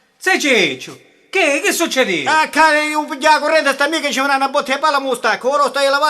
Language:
Sicilian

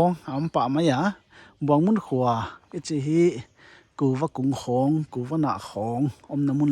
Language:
Paite Chin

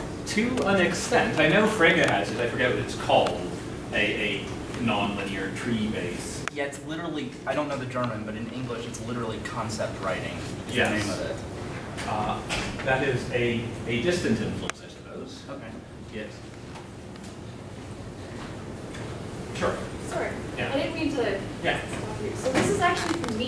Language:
English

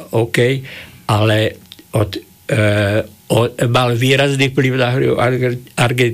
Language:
Slovak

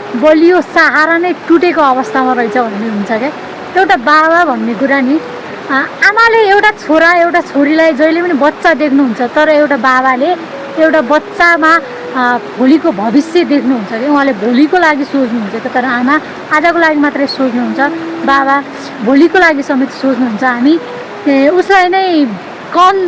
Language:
Nepali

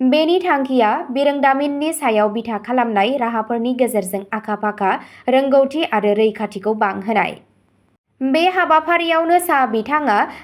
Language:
Bodo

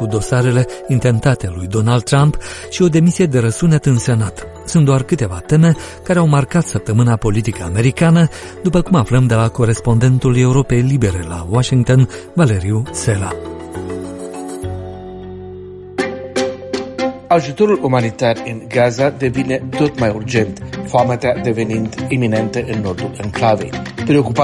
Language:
Romanian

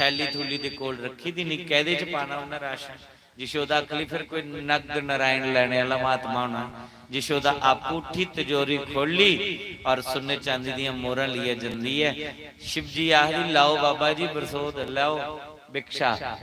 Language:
Dogri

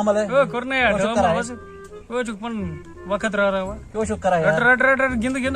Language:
Kashmiri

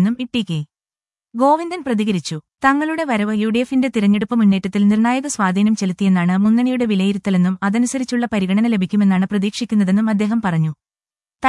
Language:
Malayalam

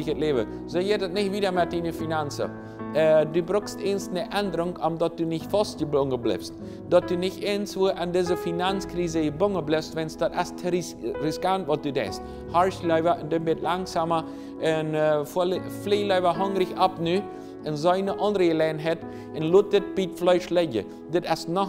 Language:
Plautdietsch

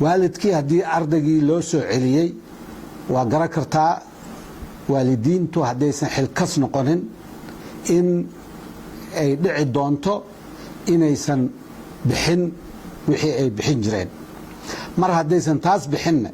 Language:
Somali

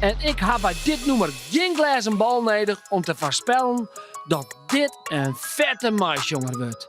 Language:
Western Frisian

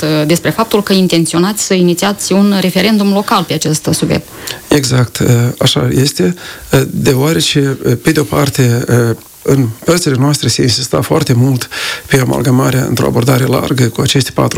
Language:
Romanian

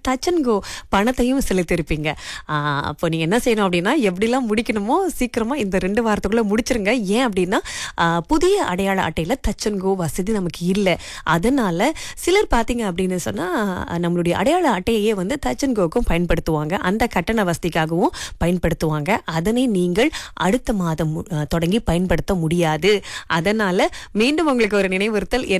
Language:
Tamil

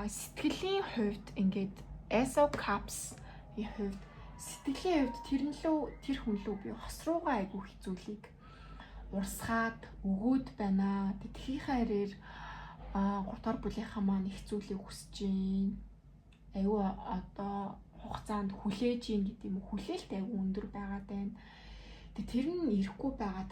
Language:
Mongolian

